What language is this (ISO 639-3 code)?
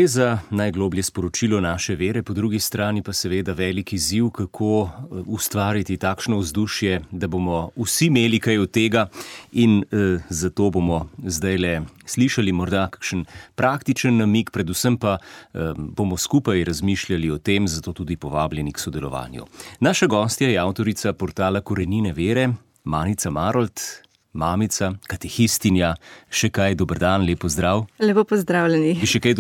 slv